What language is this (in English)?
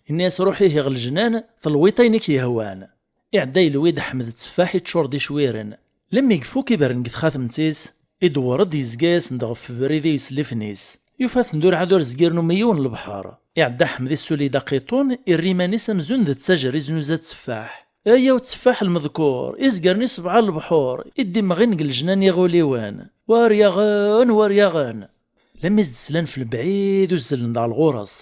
Kabyle